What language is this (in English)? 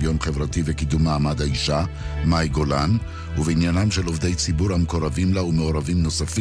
Hebrew